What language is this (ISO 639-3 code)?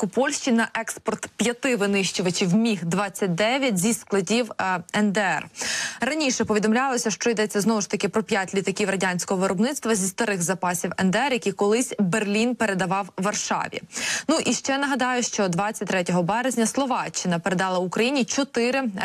ukr